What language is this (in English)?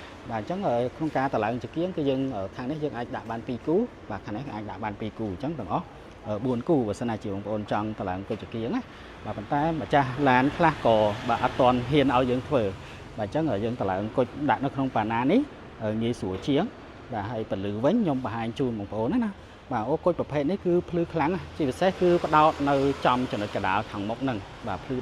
Khmer